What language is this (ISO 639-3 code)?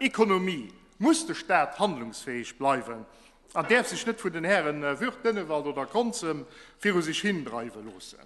ltz